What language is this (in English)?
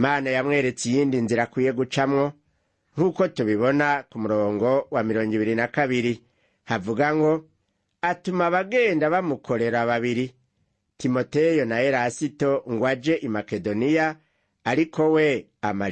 Rundi